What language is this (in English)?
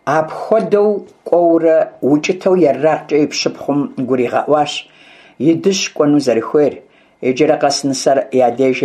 Kabardian